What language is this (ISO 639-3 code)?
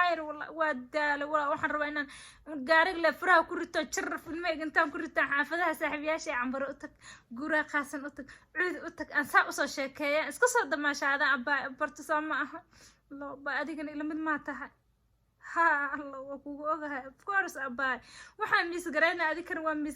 som